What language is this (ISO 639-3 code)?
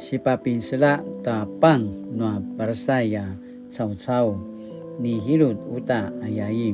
pwn